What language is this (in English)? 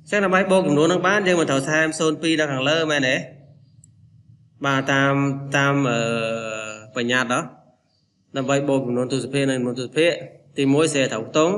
Khmer